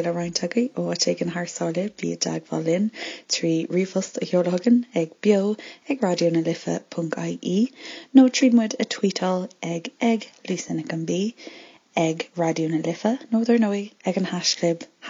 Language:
Irish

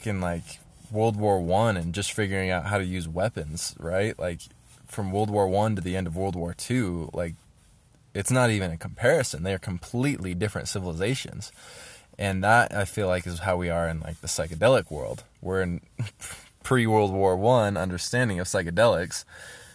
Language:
English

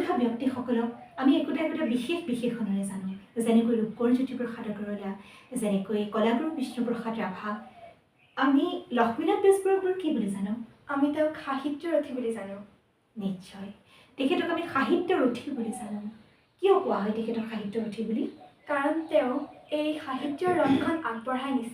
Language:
Assamese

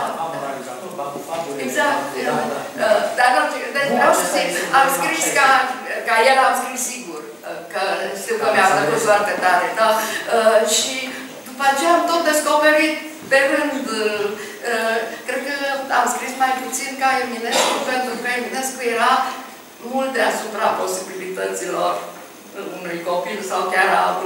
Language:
Romanian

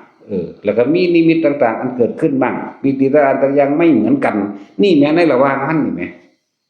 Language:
Northeastern Thai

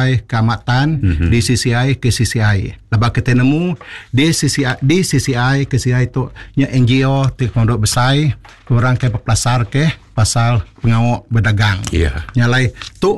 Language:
Iban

